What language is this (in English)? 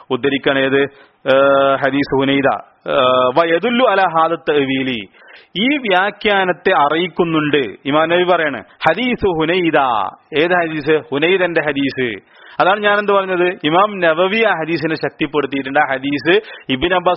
Malayalam